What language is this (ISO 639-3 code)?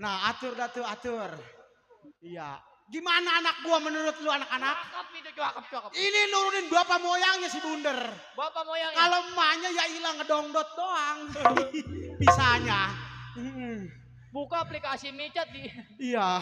bew